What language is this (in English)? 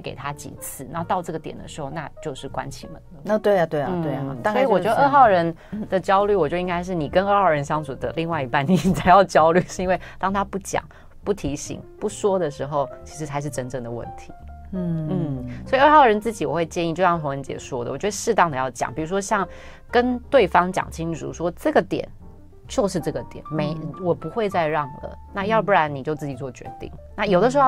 Chinese